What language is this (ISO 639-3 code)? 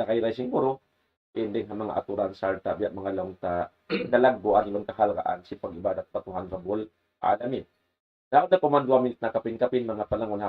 tsg